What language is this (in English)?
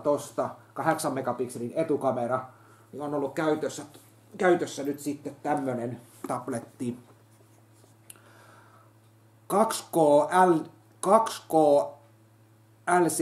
Finnish